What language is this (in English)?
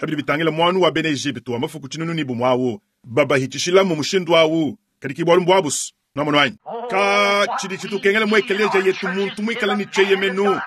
Luba-Lulua